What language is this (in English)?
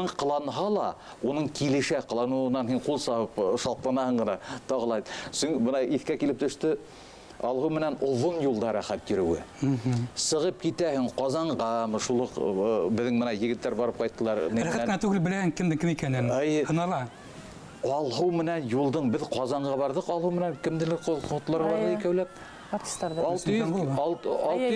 Bashkir